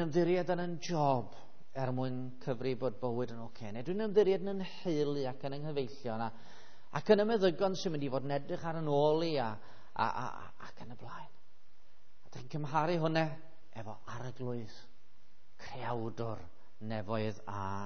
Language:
Welsh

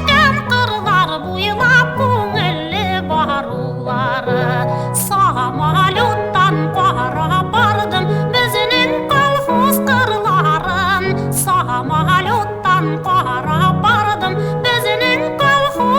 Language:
Bashkir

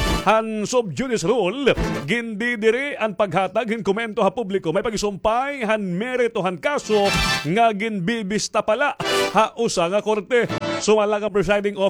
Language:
Waray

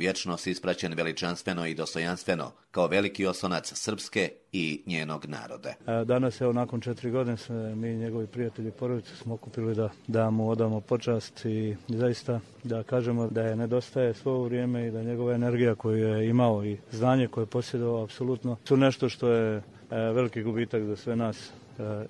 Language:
Croatian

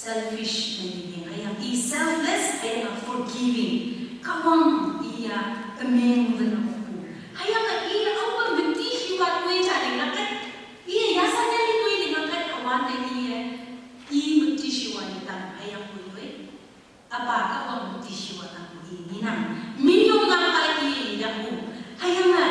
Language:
Konyak Naga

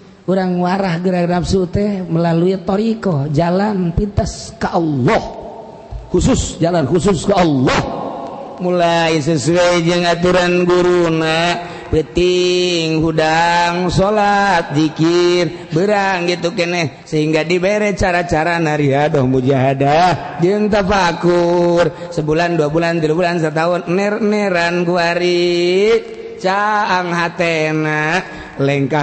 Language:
Sundanese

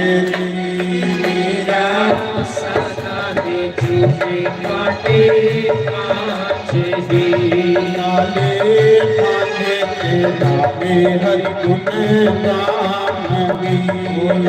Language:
Dogri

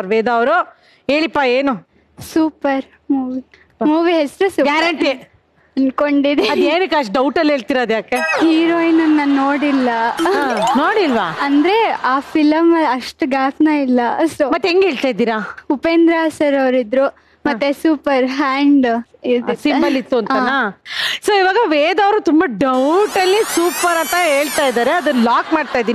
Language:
Kannada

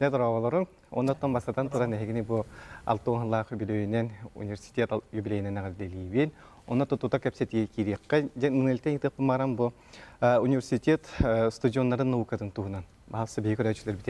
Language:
Yakut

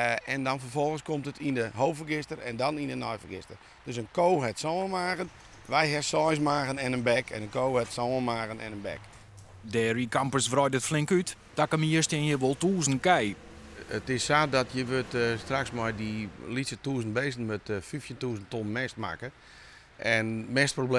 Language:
Western Frisian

